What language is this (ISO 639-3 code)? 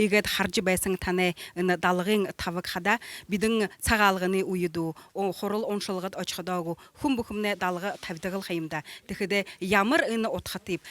bua